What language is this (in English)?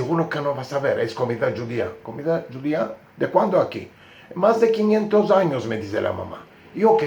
Ladino